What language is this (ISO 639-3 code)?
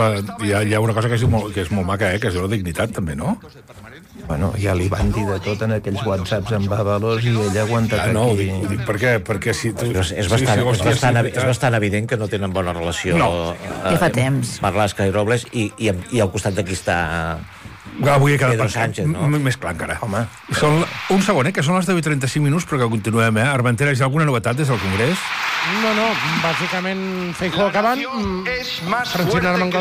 cat